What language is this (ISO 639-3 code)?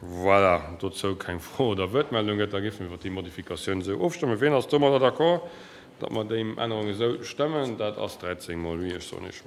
ltz